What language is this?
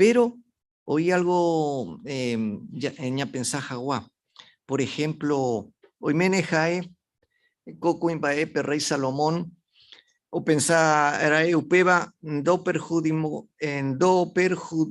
Guarani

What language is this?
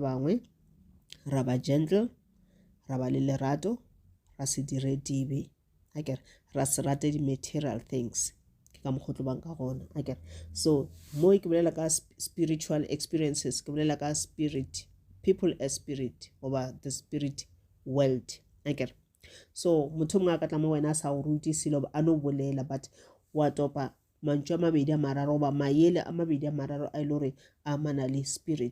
Northern Sotho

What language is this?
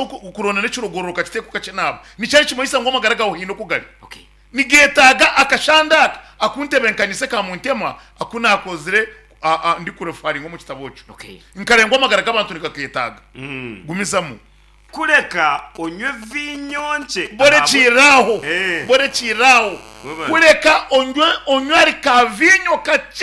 Nyankole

